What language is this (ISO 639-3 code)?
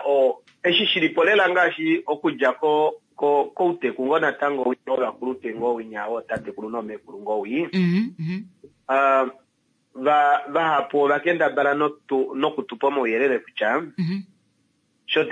kua